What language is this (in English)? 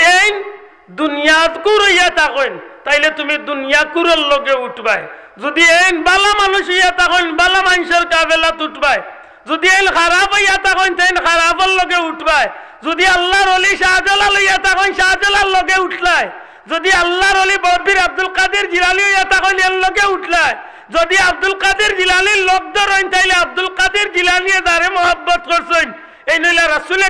Sylheti